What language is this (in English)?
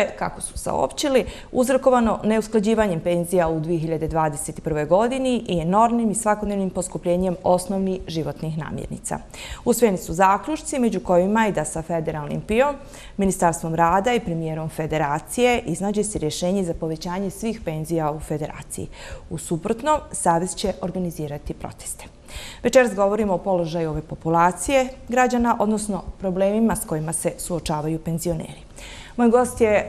Bosnian